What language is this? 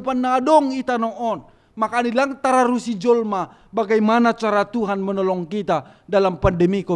Batak Simalungun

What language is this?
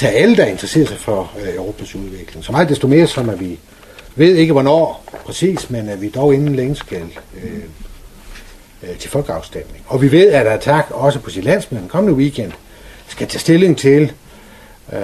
Danish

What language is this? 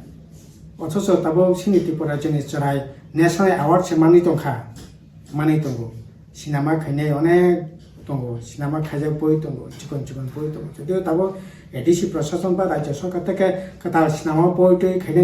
Kok Borok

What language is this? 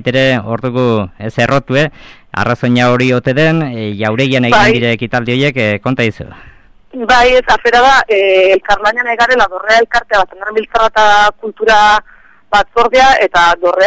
Basque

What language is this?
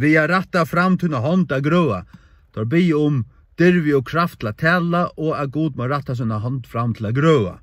Faroese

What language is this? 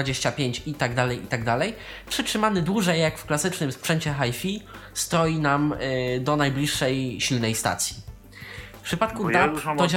Polish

